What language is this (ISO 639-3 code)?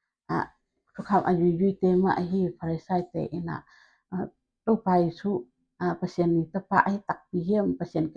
ctd